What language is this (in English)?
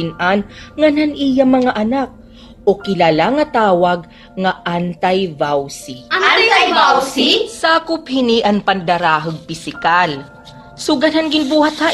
Waray